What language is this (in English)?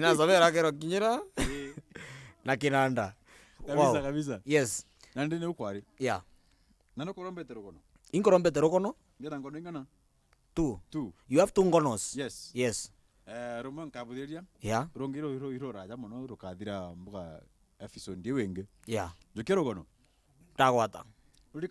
Meru